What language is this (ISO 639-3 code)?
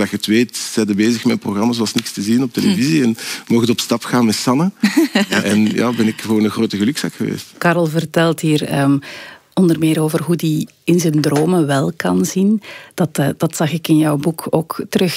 nld